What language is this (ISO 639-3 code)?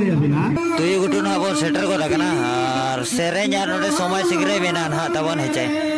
sat